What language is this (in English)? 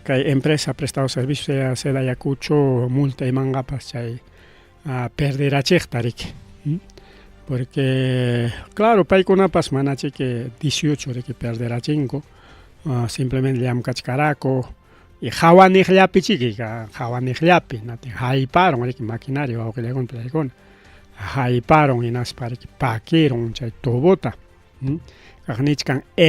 Ayacucho Quechua